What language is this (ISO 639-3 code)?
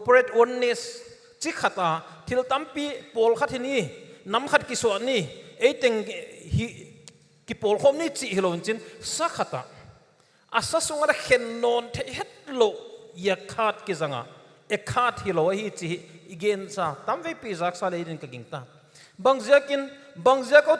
pck